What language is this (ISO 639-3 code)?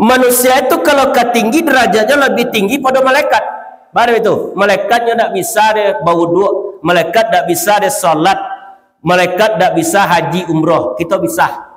min